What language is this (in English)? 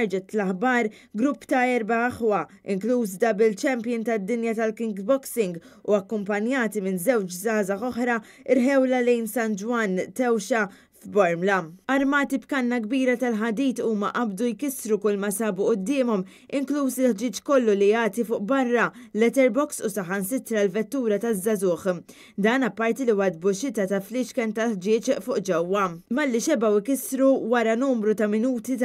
Maltese